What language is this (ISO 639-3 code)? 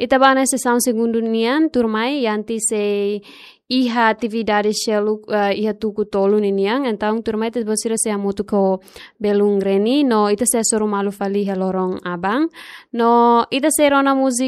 tet